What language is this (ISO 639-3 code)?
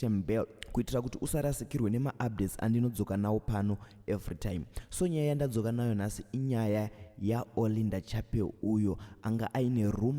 sna